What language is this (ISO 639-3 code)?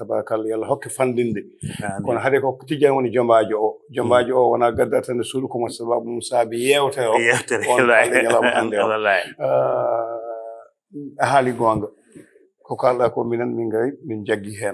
ful